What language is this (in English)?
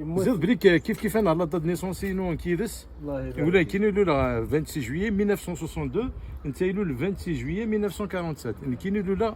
Kabyle